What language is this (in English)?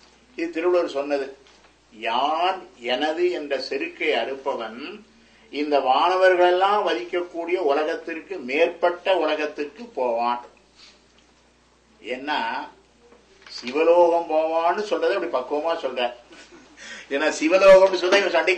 Tamil